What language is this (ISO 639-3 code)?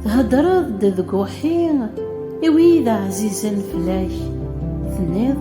kab